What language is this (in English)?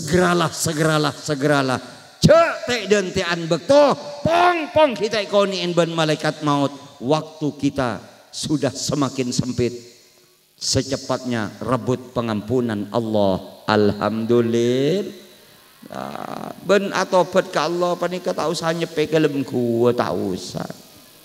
Madurese